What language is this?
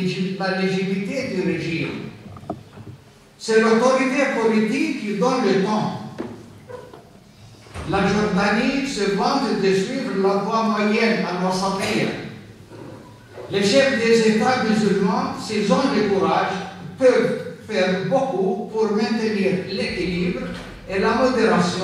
French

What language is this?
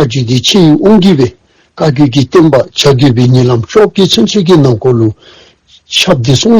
Dzongkha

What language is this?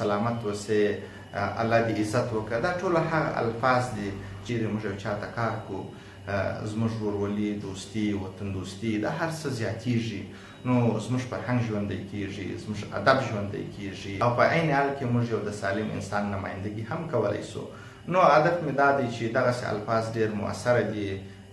Pashto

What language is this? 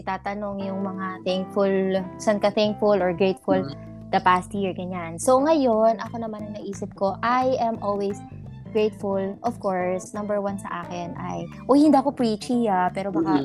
Filipino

